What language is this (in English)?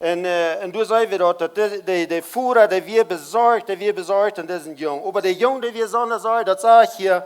Plautdietsch